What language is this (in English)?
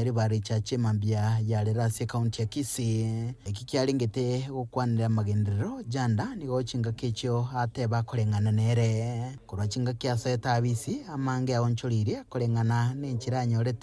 Gusii